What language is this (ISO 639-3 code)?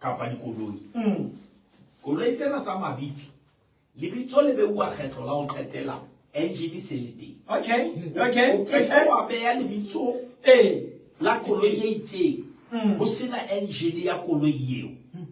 sot